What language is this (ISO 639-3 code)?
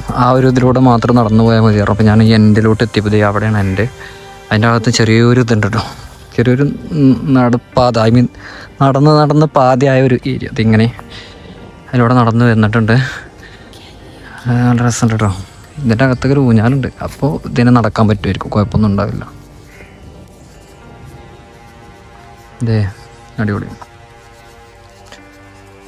mal